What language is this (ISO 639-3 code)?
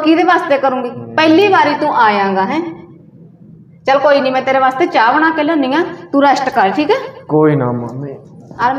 pan